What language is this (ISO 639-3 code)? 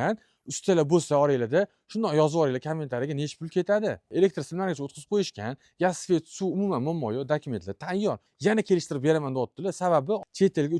uzb